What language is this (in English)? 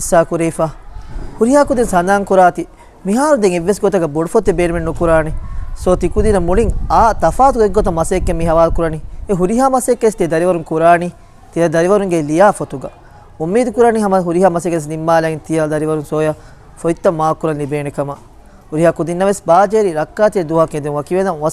Divehi